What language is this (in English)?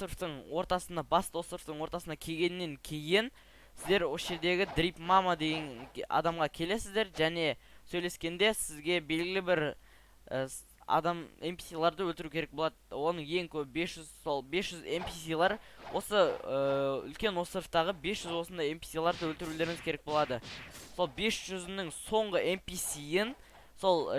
Kazakh